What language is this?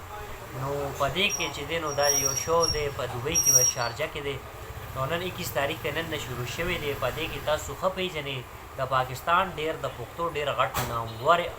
Pashto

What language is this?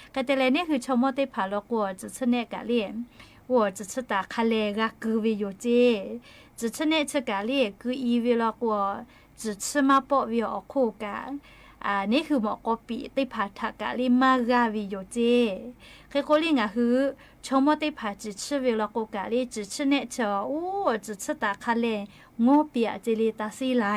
Lahu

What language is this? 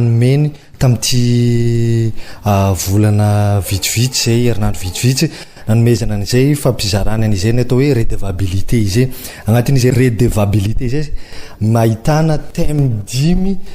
Malagasy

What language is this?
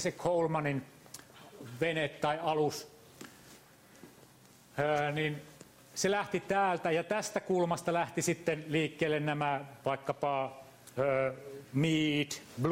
Finnish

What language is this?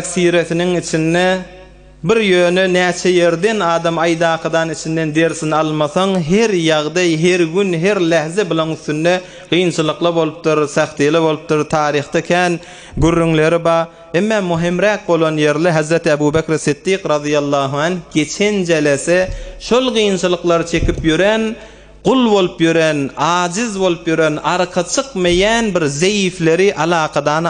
Turkmen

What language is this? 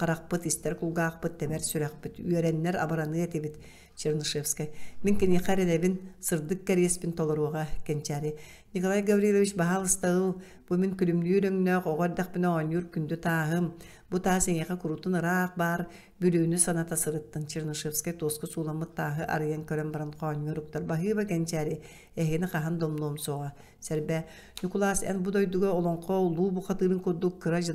Yakut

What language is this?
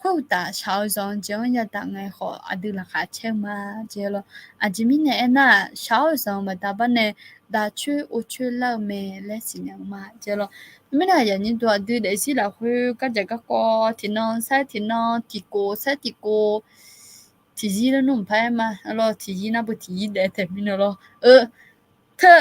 Akha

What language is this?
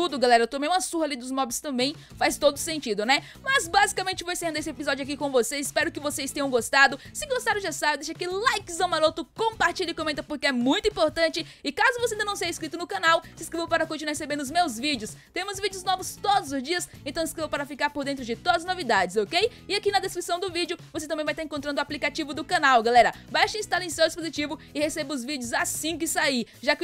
Portuguese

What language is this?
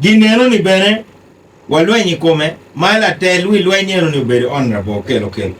Acoli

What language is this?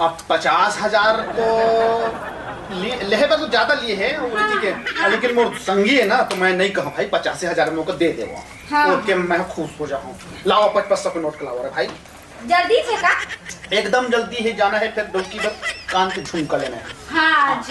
Chhattisgarhi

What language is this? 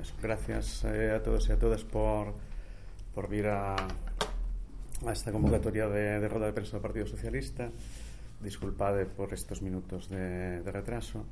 Galician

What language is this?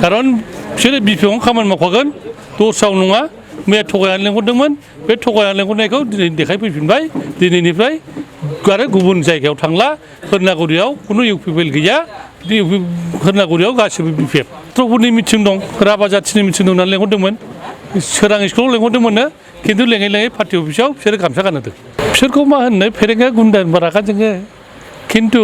Bodo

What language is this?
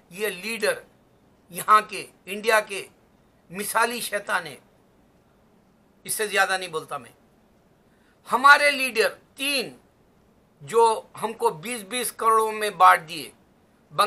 Urdu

